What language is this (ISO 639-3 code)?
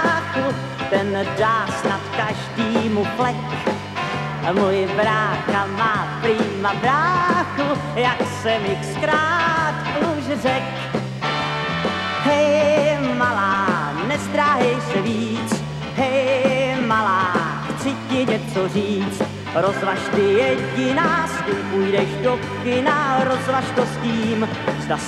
ces